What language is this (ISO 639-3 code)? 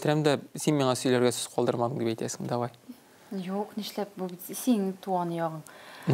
tat